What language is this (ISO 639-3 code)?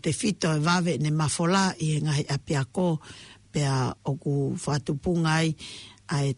ton